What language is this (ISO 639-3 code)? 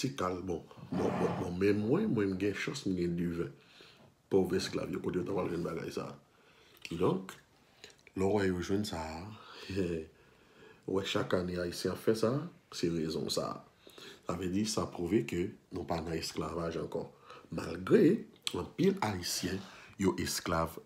hat